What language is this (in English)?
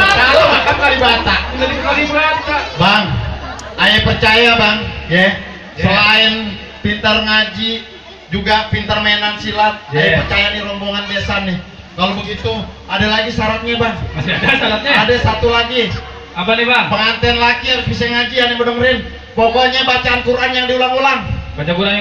Betawi